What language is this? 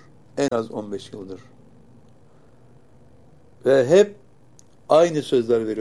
Turkish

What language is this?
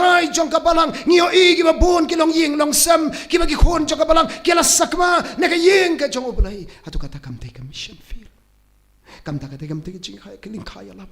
Khasi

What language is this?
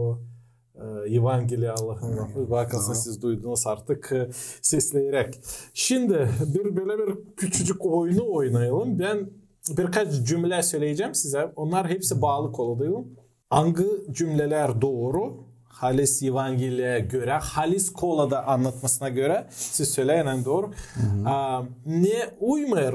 Gagauz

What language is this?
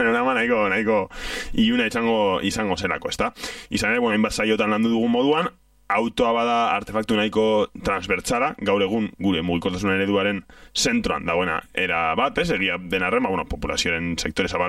Basque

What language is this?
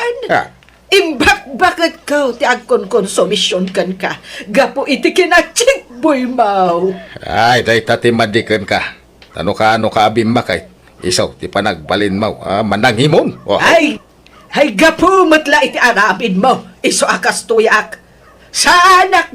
Iloko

